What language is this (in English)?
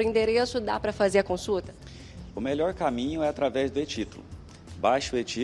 Portuguese